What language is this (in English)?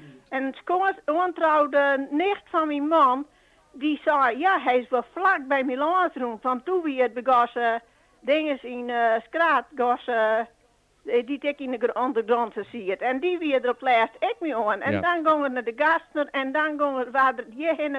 Western Frisian